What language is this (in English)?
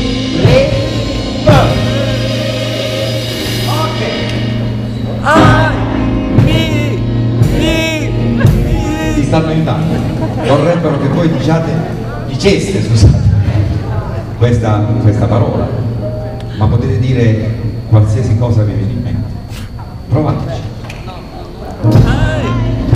Italian